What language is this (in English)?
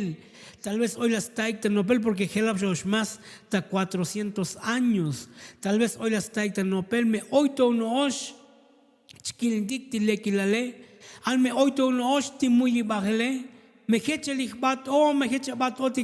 Tzotzil